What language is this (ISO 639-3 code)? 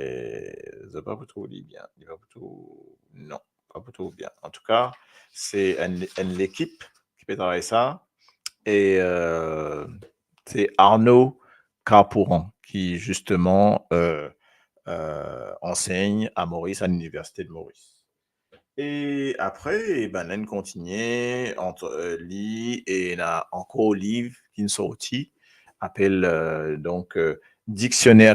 mfe